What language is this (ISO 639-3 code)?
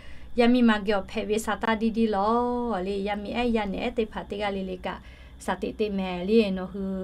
lhu